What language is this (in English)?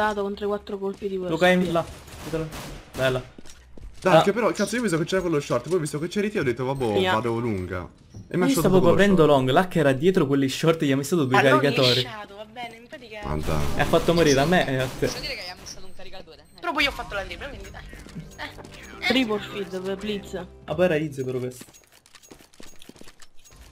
Italian